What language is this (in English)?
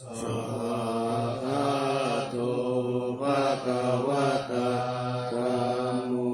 Pali